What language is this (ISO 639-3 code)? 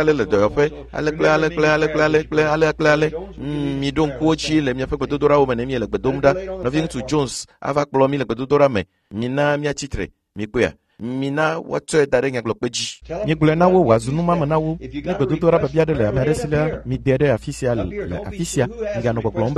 ewe